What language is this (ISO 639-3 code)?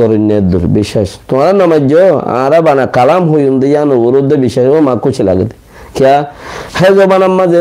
rhg